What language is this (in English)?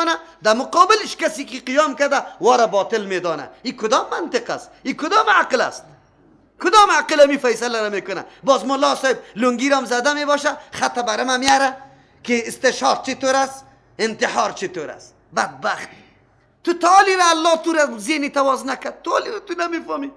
Persian